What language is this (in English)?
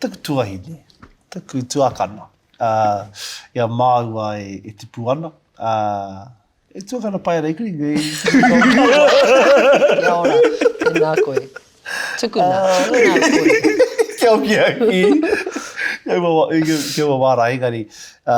Māori